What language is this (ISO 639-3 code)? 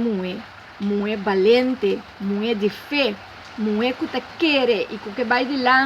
pap